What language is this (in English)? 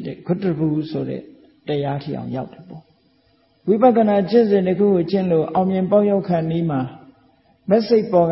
Burmese